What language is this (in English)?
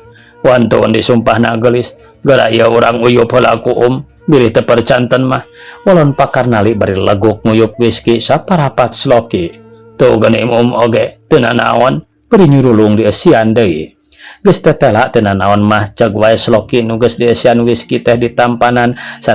Sundanese